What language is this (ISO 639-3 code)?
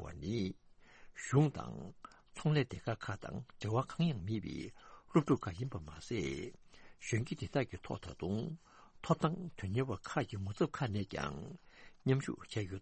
bod